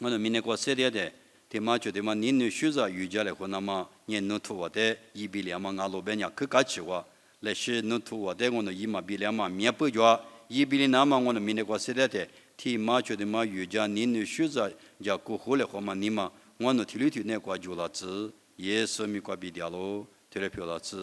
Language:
Lisu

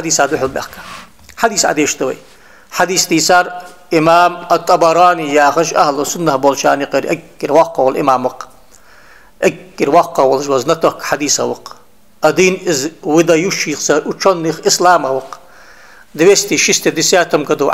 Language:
Ingush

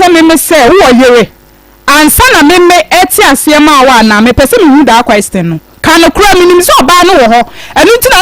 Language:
Akan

